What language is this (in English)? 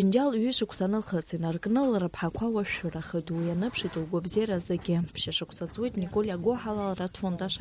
Abkhazian